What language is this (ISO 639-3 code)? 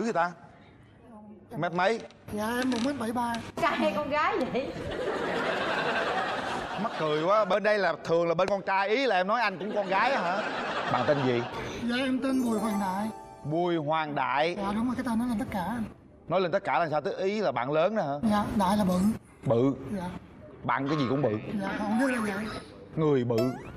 vie